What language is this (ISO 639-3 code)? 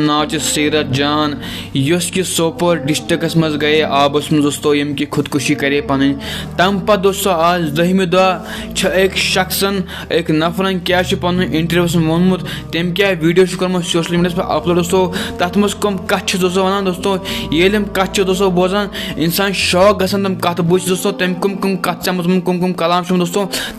kas